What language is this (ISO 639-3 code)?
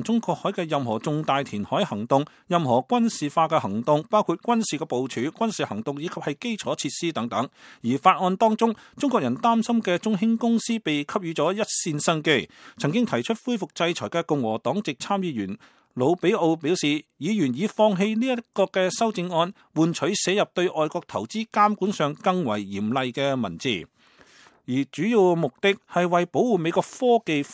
yue